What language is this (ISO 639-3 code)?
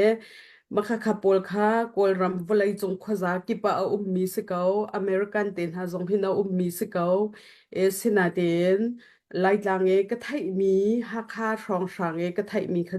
cnh